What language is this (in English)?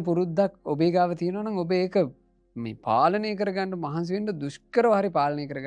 Sinhala